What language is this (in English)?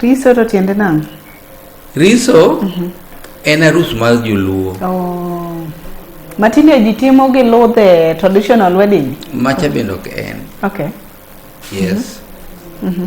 Luo (Kenya and Tanzania)